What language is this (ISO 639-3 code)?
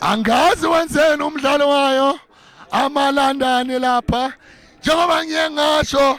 zul